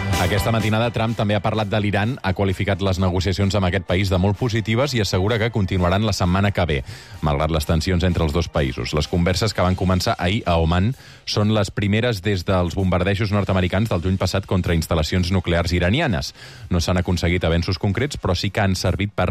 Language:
Catalan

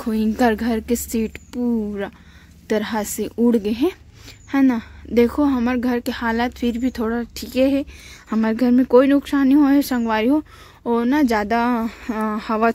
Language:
Chhattisgarhi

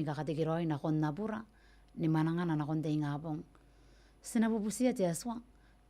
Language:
Gilbertese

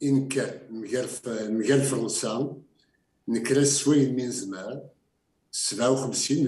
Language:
Kabyle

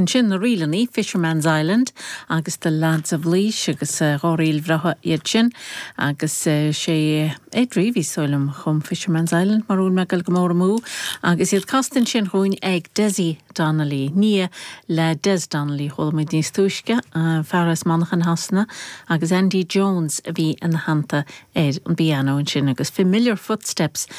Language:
Irish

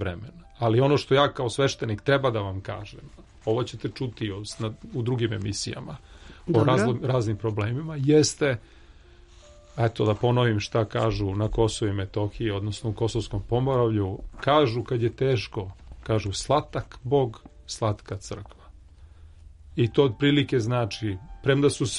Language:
Serbian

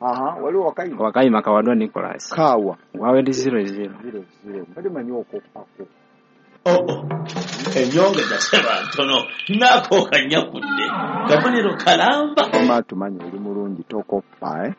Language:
Ganda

